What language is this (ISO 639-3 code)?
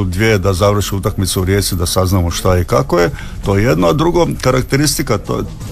hrv